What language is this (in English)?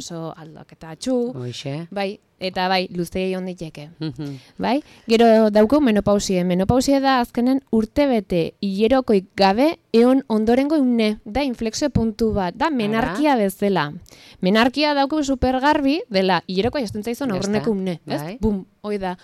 Basque